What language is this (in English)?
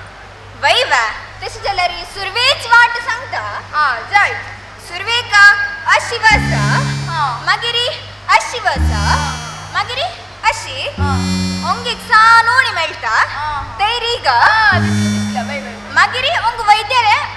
Konkani